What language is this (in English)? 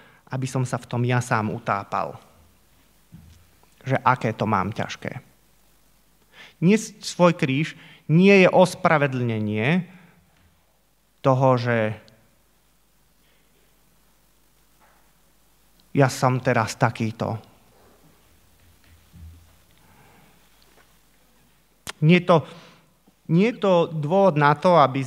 Slovak